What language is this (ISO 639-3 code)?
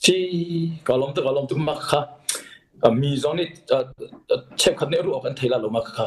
cnh